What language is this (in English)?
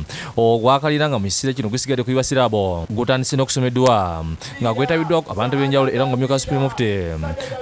Ganda